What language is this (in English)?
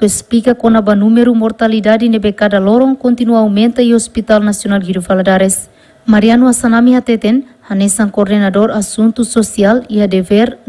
Tetum